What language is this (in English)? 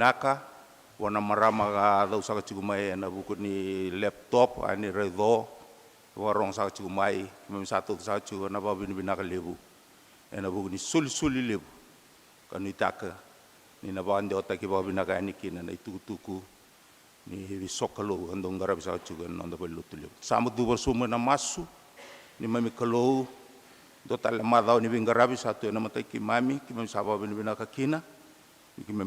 Fijian